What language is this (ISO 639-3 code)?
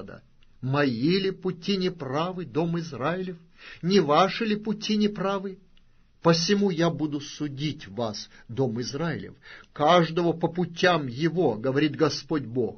rus